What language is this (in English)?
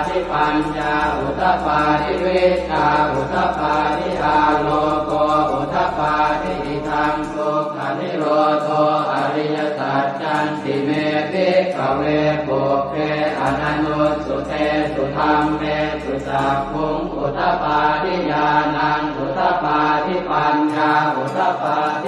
Pali